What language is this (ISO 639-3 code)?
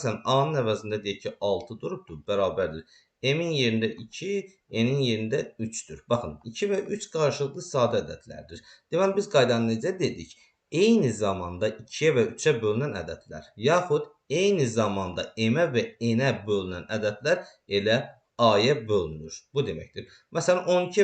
aze